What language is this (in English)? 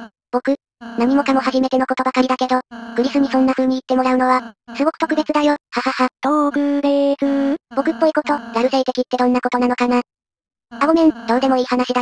Japanese